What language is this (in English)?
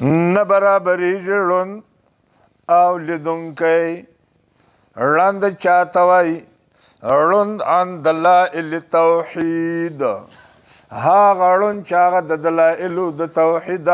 Pashto